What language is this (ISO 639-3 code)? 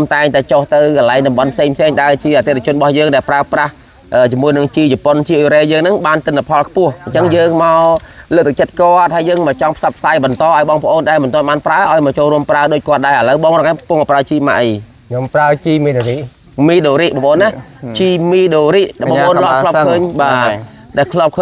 khm